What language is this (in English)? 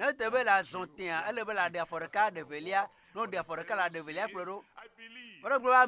Ewe